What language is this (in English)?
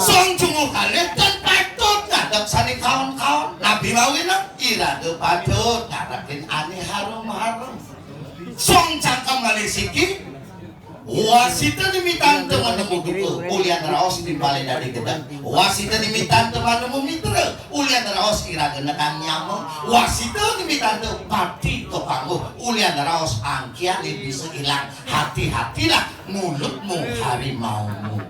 Balinese